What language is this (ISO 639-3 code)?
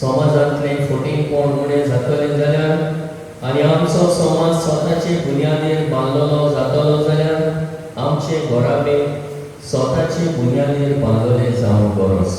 kok